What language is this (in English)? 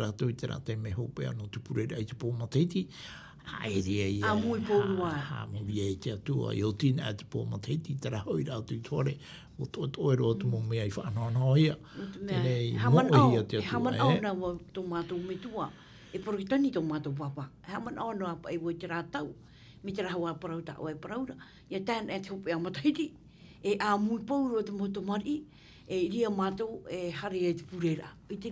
Tahitian